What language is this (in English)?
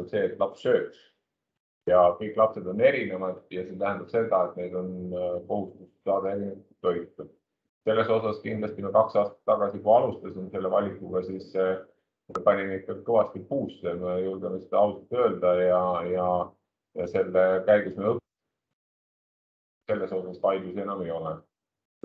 Estonian